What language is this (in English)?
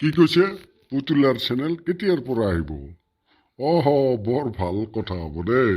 Assamese